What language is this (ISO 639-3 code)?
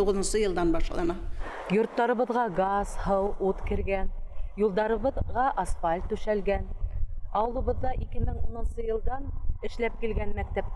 bak